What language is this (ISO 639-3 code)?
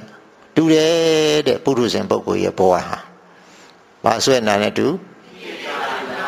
mya